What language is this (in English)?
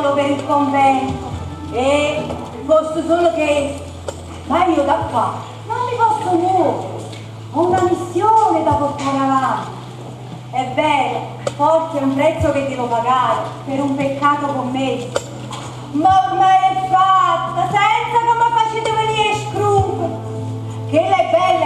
Neapolitan